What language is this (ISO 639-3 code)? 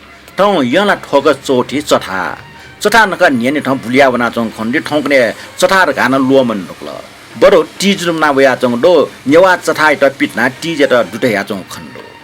new